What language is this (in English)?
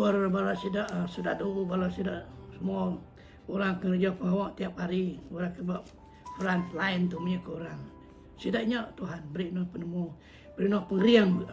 Iban